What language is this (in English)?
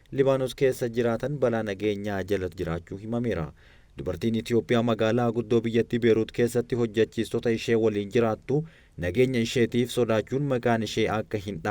Oromo